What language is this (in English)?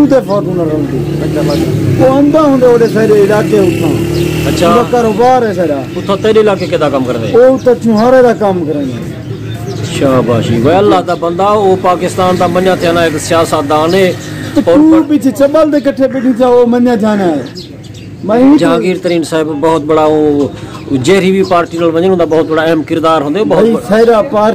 Saraiki